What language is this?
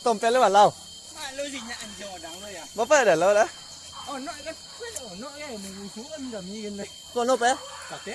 Minangkabau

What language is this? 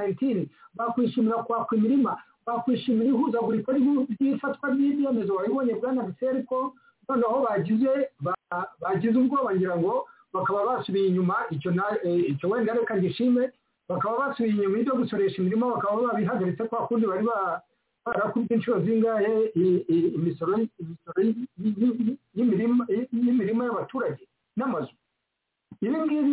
Kinyarwanda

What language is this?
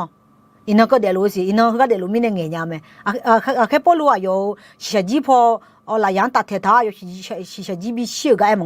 Akha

